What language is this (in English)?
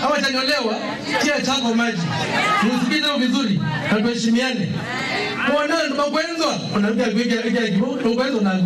Kamba